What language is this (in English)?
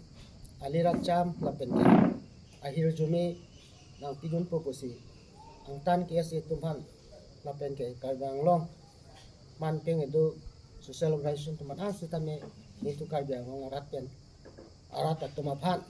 Karbi